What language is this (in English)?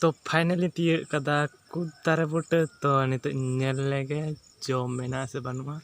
Santali